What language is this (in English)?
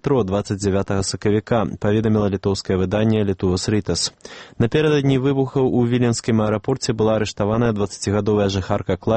Belarusian